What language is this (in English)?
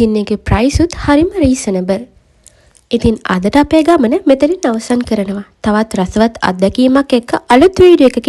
Sinhala